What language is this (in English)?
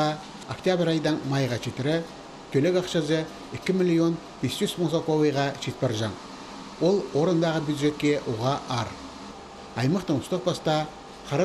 Khakas